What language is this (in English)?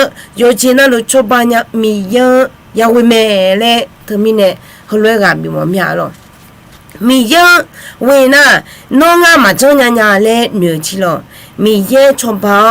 Akha